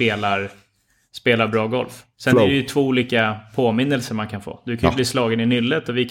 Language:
Swedish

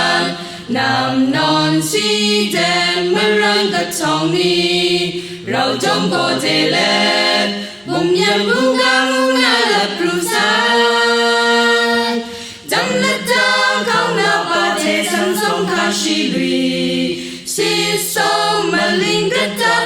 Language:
Kachin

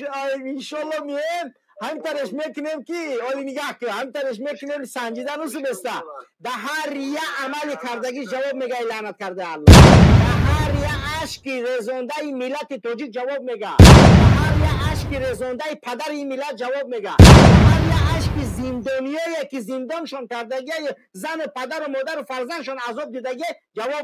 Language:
Tajik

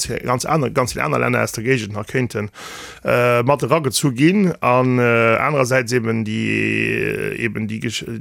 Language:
Luxembourgish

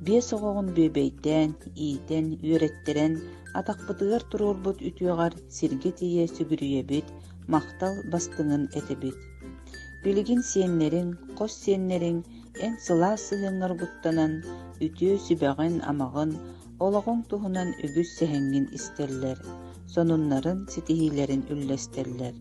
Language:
Yakut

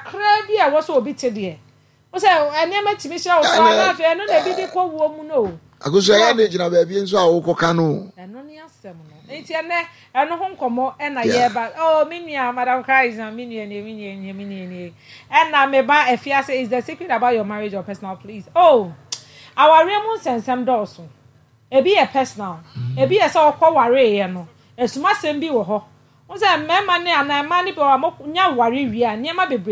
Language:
Akan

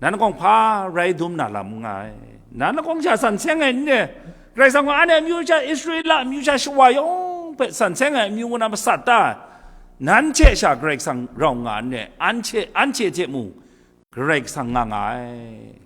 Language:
Kachin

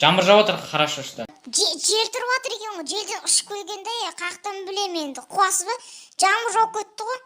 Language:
Kazakh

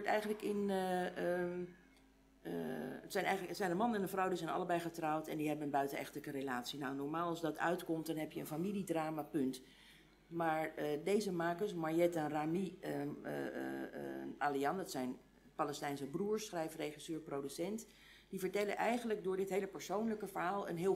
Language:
Dutch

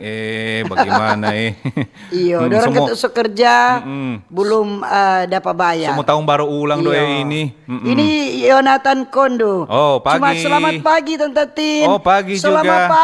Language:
Manado Malay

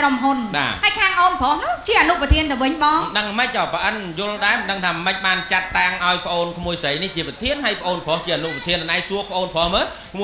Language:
Khmer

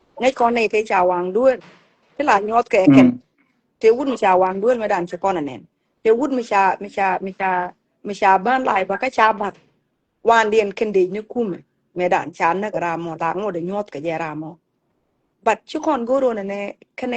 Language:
Nuer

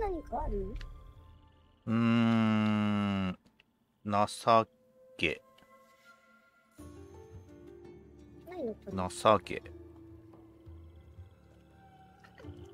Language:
Japanese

